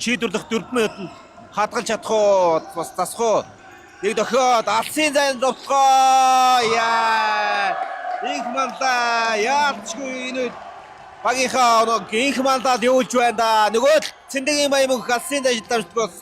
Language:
Mongolian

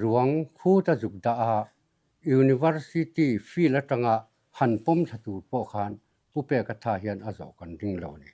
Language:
Mizo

